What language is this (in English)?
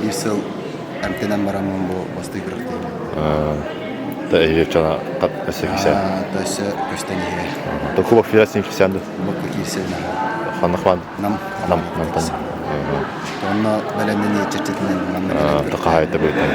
Yakut